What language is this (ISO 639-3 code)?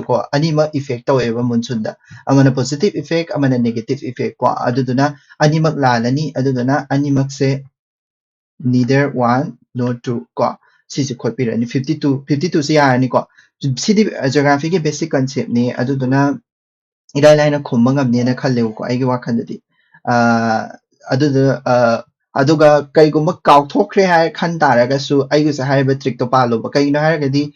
mni